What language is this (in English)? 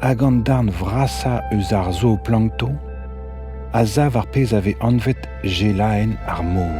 Breton